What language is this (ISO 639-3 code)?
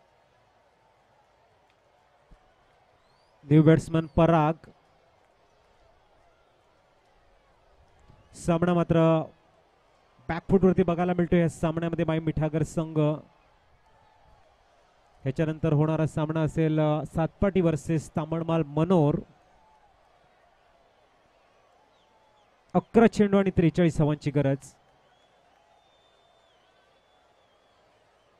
mar